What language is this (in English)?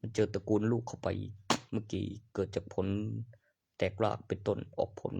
Northeastern Thai